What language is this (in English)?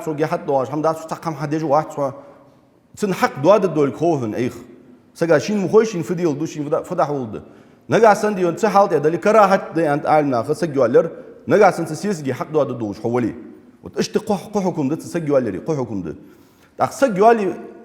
Ingush